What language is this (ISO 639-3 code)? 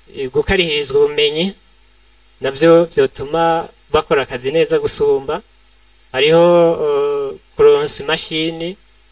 run